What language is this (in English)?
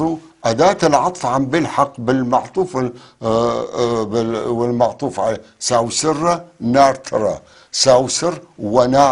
North Levantine Arabic